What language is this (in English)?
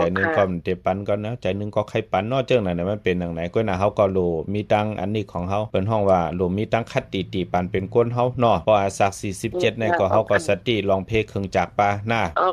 Shan